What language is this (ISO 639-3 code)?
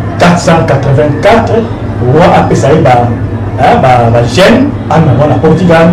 lin